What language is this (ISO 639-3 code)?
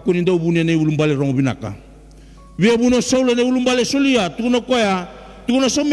fij